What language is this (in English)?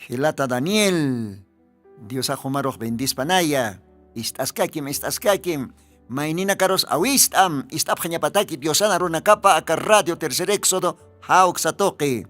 Aymara